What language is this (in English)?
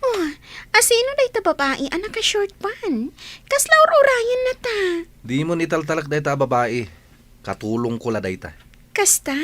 Iloko